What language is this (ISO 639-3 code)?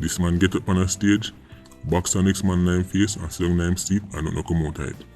jam